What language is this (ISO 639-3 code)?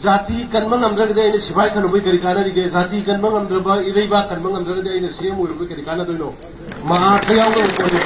mni